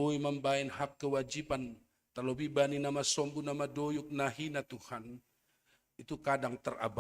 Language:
Batak Simalungun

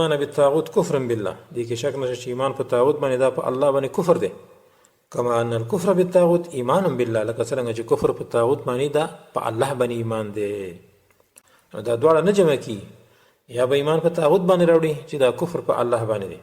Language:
Pashto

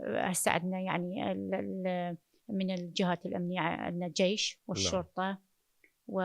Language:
Mesopotamian Arabic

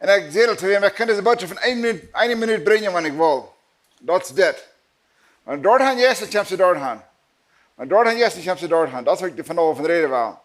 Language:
Plautdietsch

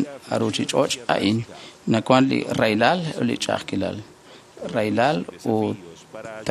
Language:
Kekchí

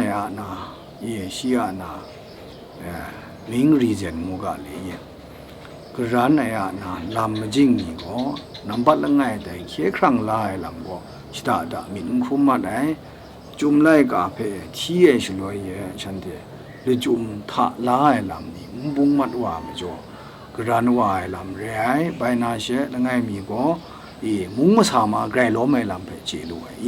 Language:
Kachin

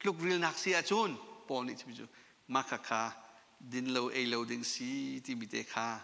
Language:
Hakha Chin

